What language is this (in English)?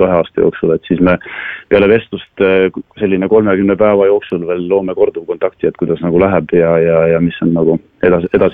Estonian